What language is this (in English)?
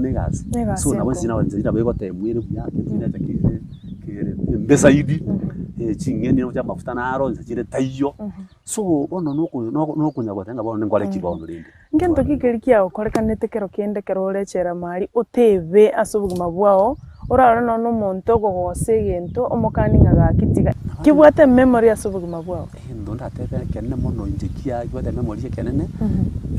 Gusii